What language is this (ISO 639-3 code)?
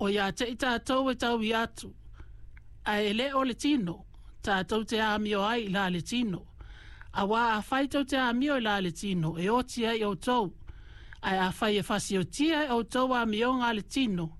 smo